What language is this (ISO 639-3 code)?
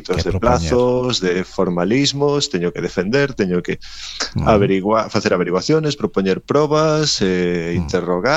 glg